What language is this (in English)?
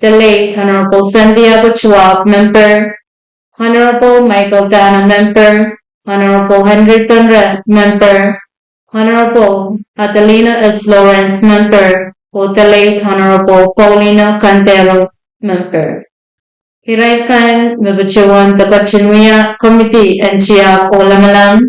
Pohnpeian